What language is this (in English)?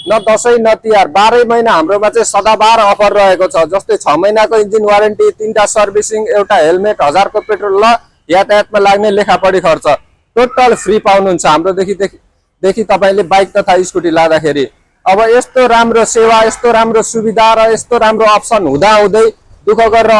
Nepali